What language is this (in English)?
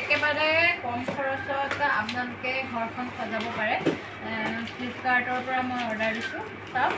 Assamese